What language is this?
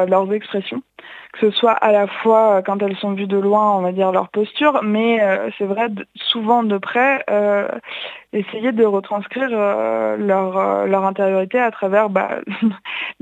French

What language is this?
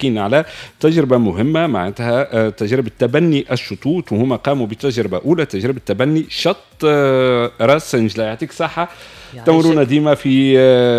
Tunisian Arabic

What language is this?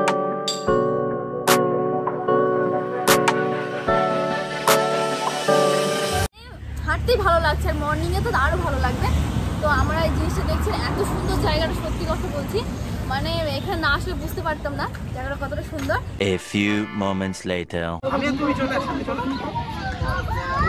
Bangla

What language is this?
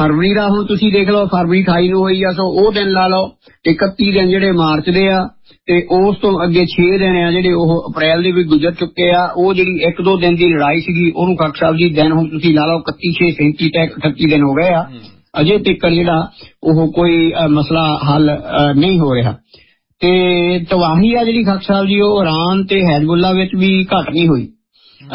Punjabi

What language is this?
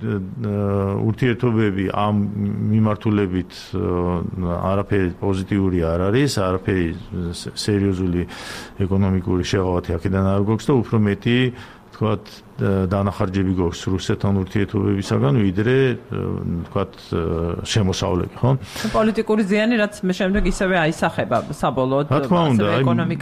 Georgian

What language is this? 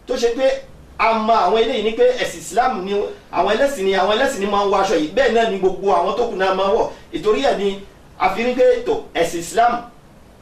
Yoruba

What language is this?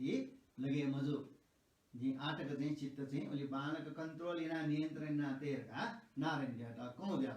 Newari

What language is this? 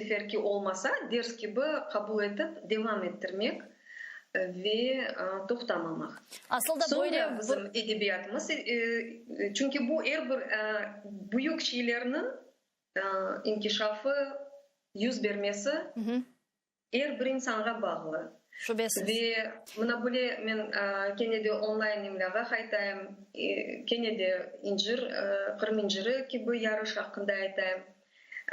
Crimean Tatar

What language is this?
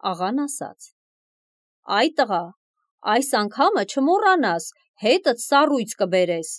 Armenian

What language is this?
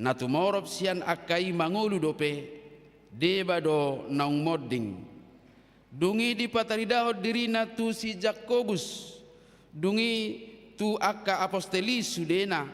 Batak Toba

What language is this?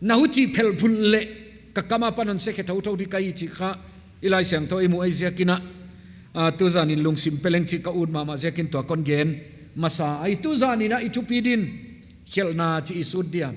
Paite Chin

